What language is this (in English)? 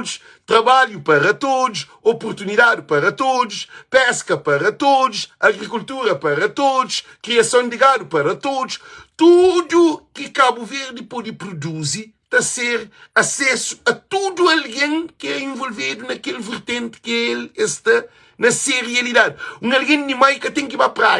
Kabuverdianu